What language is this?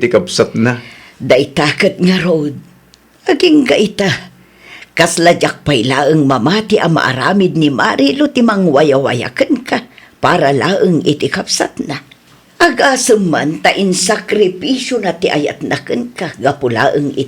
Iloko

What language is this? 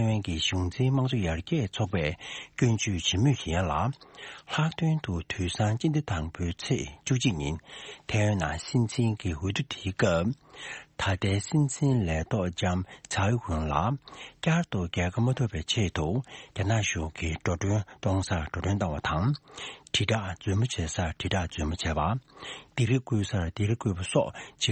Tibetan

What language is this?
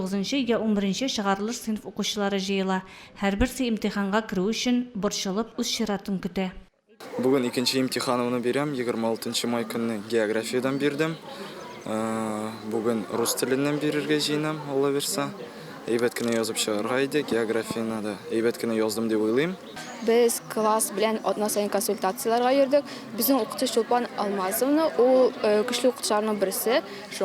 Tatar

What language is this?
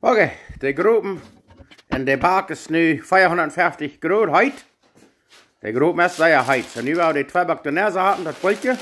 Plautdietsch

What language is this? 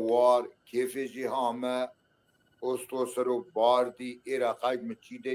Zaza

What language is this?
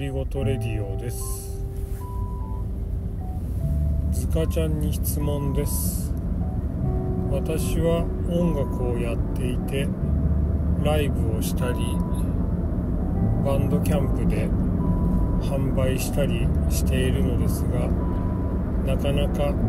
Japanese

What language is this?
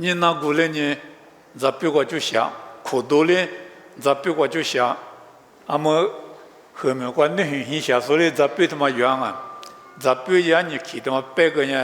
Lisu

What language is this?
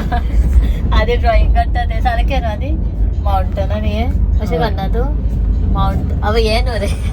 Konkani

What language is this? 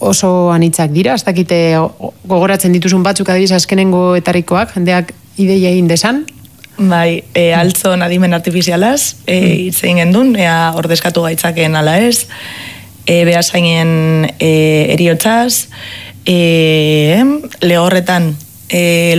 Basque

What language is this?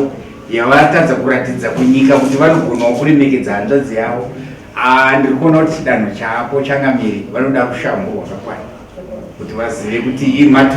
Shona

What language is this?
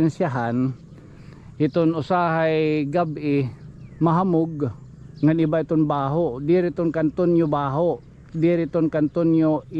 Waray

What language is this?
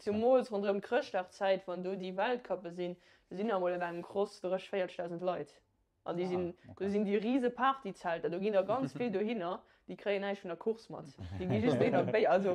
Luxembourgish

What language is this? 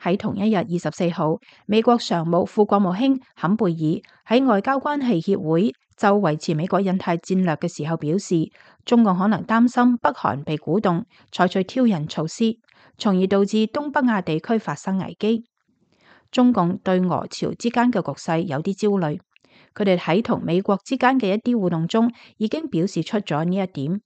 Cantonese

